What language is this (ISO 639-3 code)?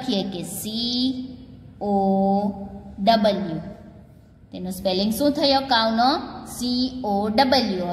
guj